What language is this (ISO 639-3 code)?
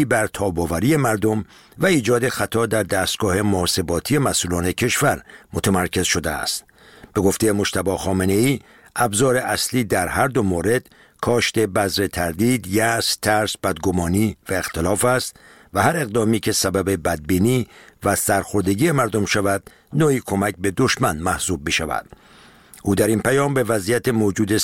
fas